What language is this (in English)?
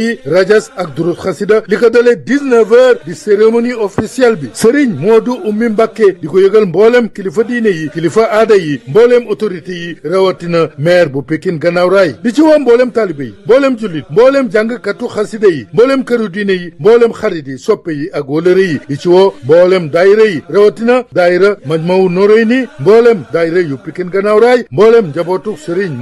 Wolof